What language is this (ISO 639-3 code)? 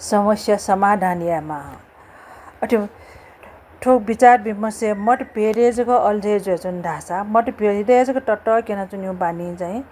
new